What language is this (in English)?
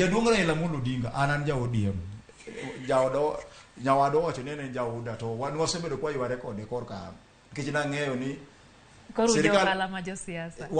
Luo (Kenya and Tanzania)